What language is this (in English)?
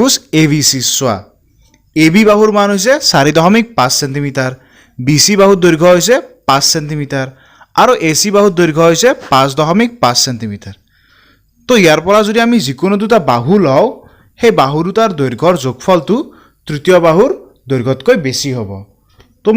Assamese